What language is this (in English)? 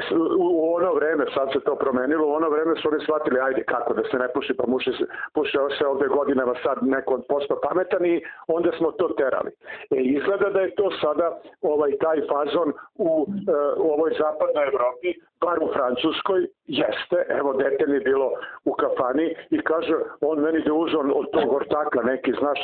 Serbian